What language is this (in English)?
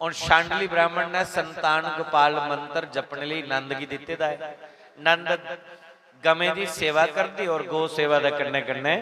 Dogri